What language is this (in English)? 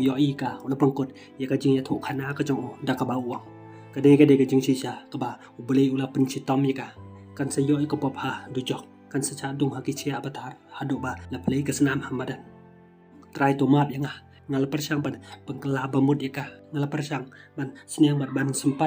Khasi